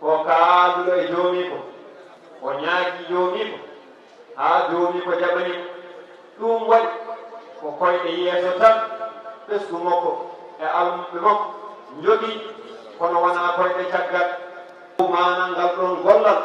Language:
Fula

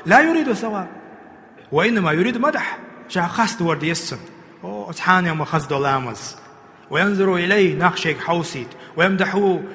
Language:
Chechen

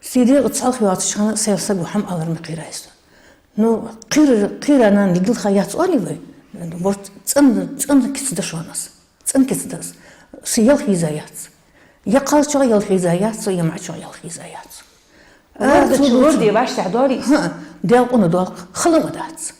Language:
Ingush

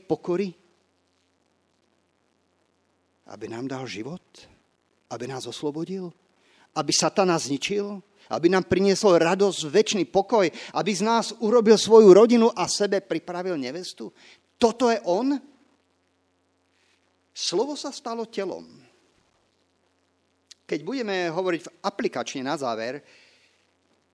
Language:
Slovak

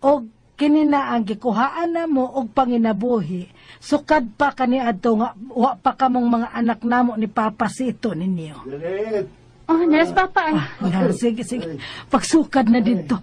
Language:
Cebuano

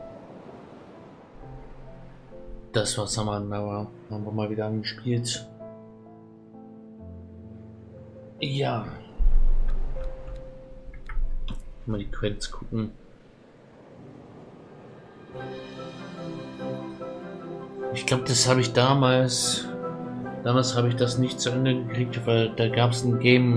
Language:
German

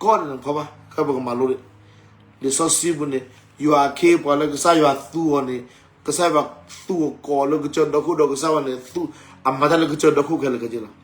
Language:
S'gaw Karen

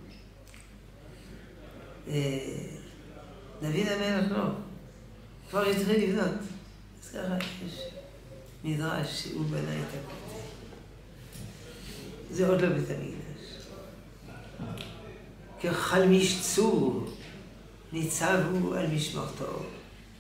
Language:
Hebrew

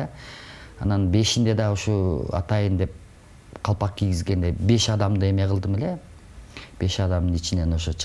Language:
Kyrgyz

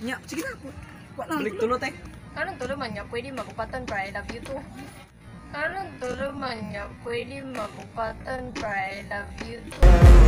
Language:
Cebuano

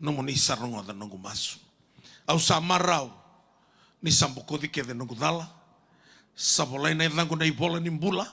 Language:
Fijian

